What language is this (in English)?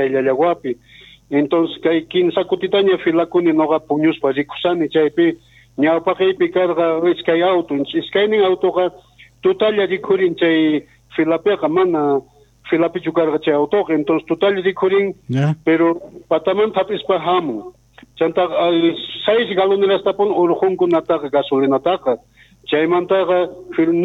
Quechua